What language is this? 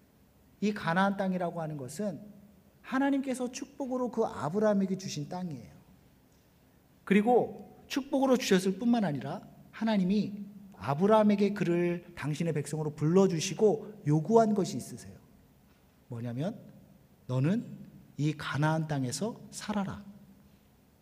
Korean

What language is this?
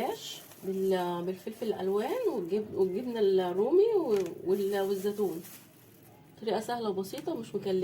Egyptian Arabic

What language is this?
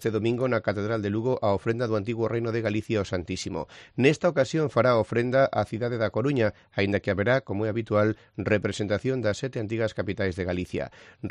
Galician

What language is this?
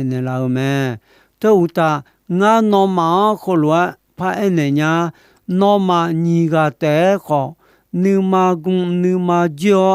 Akha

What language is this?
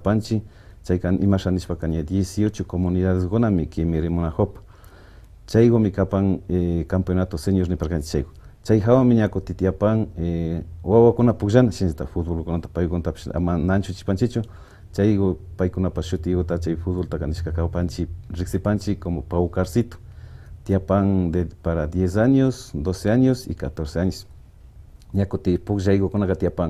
Imbabura Highland Quichua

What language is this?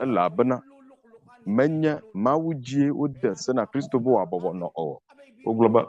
Ewe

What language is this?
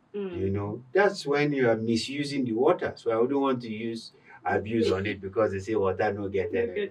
Nigerian Pidgin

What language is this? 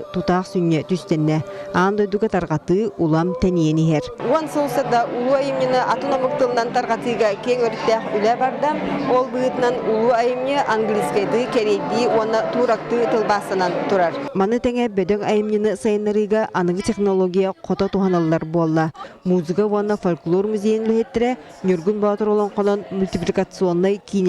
Yakut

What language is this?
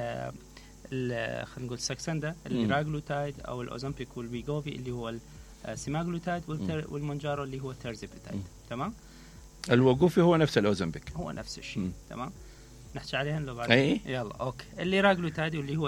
Mesopotamian Arabic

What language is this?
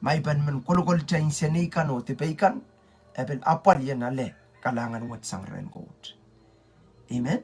Pohnpeian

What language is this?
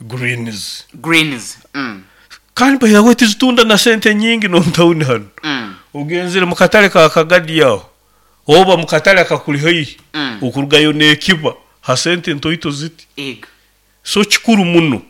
Nyoro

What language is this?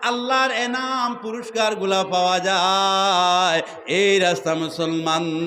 Sylheti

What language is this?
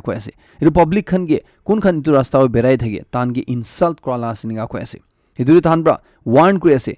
Naga Pidgin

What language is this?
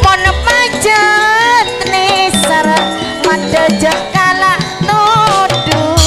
Madurese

